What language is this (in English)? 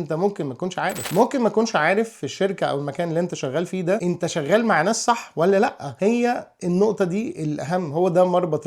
Egyptian Arabic